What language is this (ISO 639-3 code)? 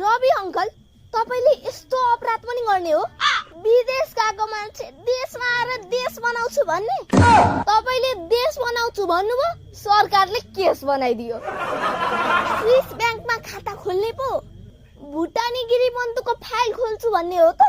nep